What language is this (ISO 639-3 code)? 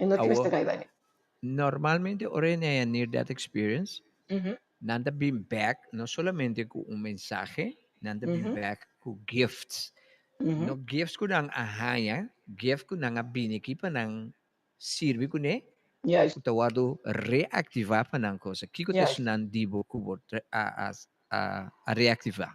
pap